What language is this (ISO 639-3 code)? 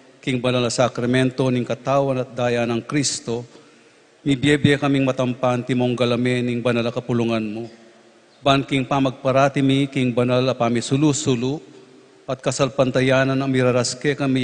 pam